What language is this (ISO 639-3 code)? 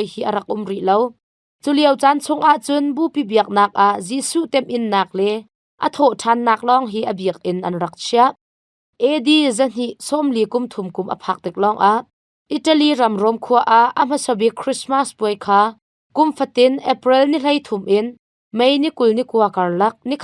cnh